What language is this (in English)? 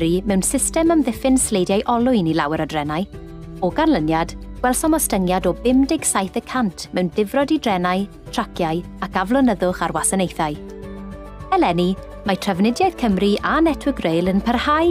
Welsh